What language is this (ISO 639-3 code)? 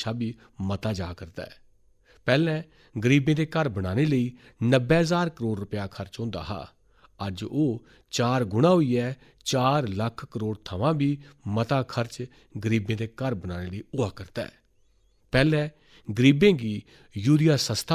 doi